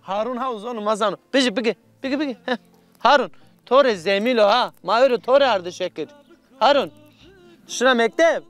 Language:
Zaza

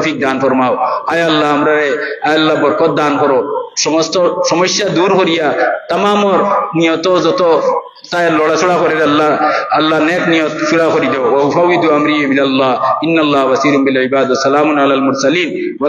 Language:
Sylheti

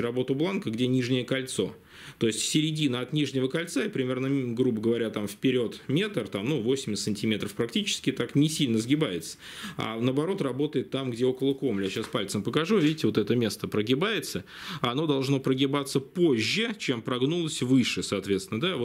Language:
Russian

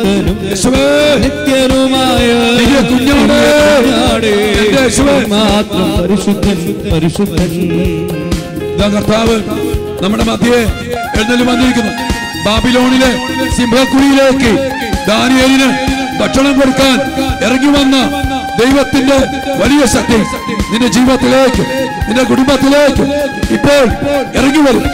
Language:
Malayalam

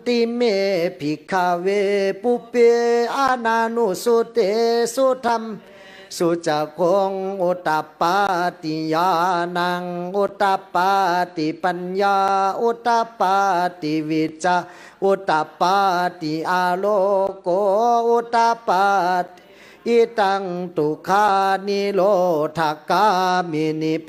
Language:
Pali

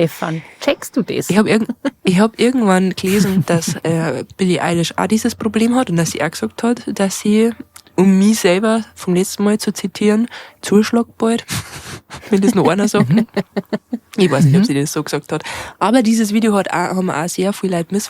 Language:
Bavarian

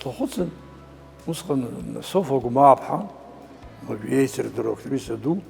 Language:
Abkhazian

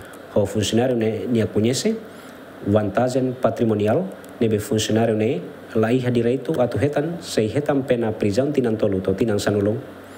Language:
Tetum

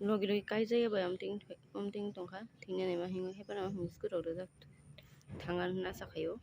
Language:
Kok Borok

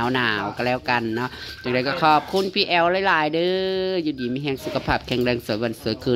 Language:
Northeastern Thai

